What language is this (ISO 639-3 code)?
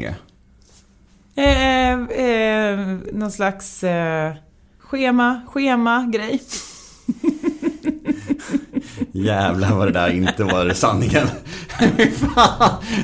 swe